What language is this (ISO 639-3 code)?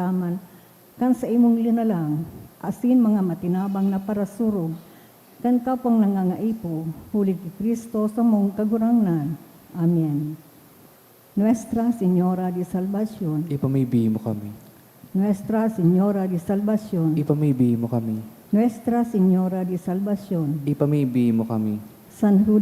bik